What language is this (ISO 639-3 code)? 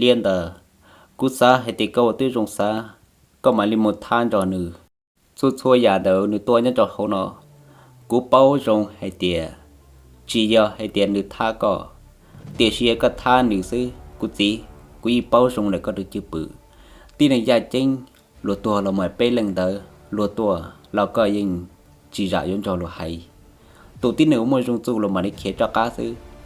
hmn